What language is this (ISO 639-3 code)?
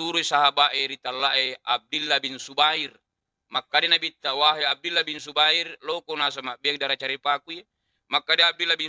bug